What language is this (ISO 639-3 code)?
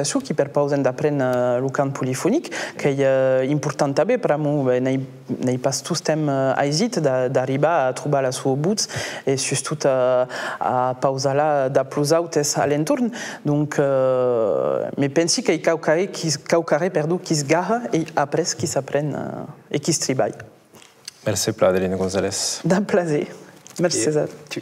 oci